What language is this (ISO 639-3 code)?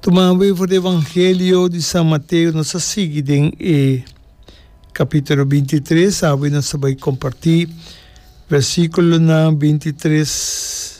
pap